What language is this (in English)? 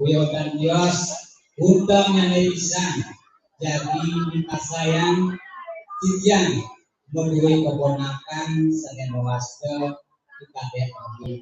Balinese